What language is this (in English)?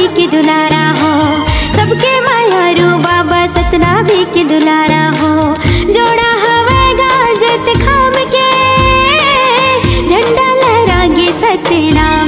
Chhattisgarhi